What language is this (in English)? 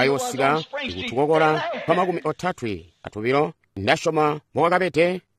Tonga (Zambia)